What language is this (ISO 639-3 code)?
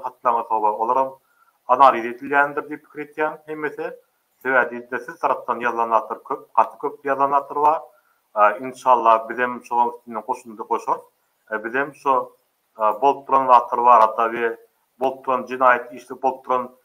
tuk